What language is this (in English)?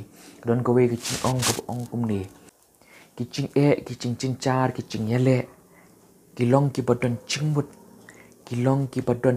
Khasi